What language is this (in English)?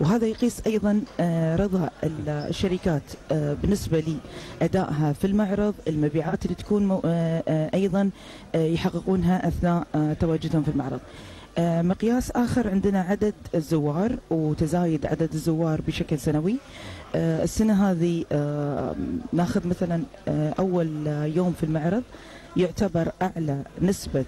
Gulf Arabic